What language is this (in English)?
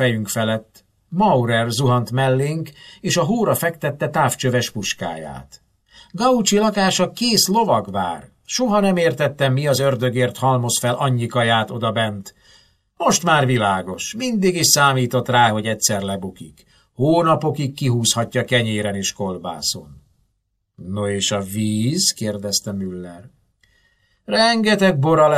Hungarian